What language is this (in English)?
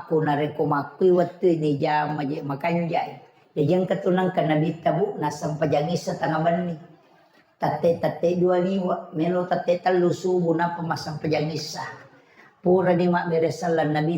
Buginese